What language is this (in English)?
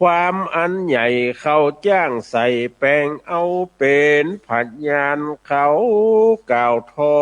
Northern Thai